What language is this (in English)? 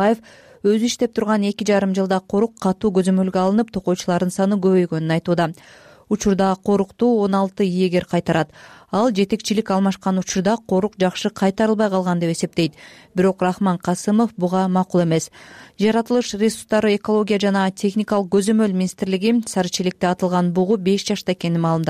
Kyrgyz